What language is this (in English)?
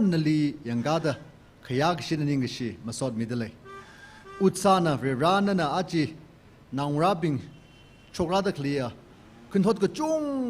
Tangkhul Naga (India)